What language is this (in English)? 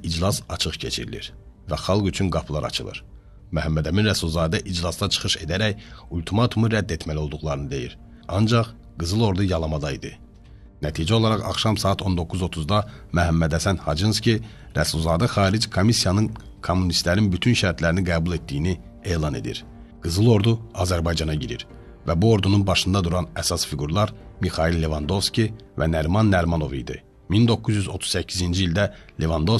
Azerbaijani